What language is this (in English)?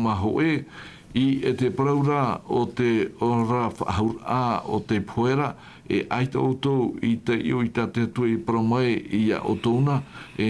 Tahitian